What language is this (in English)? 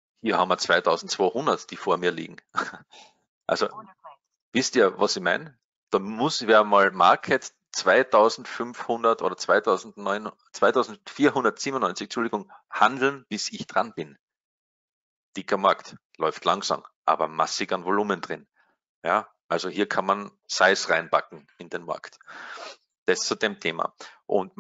German